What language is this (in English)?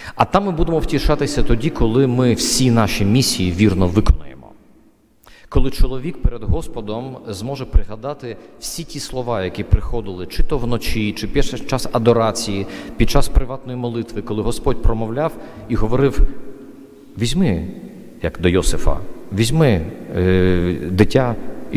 Ukrainian